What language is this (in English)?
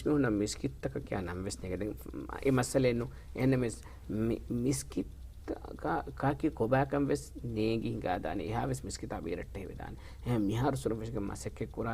Divehi